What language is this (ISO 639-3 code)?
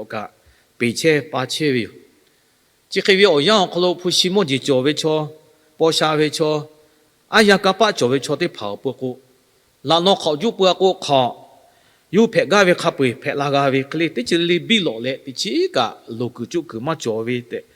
lhu